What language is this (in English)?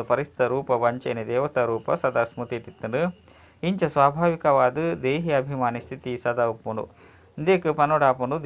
Tulu